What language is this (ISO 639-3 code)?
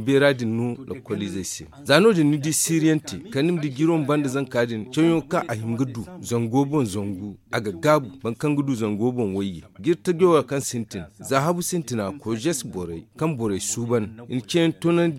dje